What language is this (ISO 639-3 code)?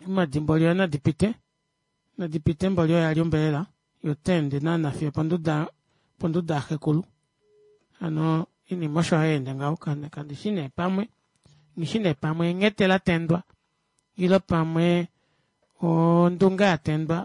kua